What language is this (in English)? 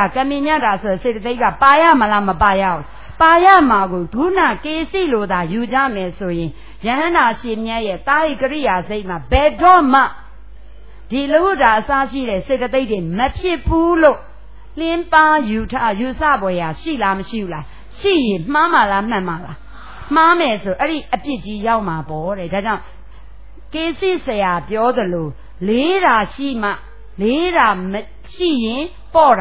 Burmese